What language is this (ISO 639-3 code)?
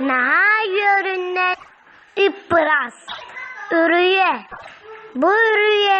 sah